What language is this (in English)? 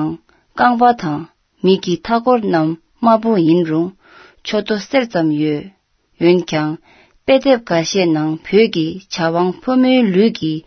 Tibetan